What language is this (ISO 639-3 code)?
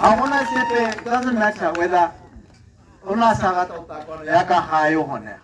tsn